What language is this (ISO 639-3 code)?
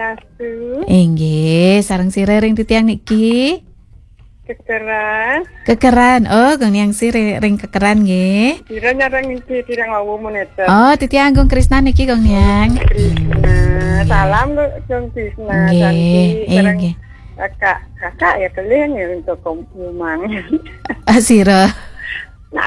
ban